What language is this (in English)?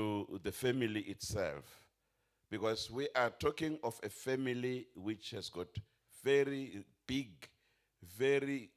Venda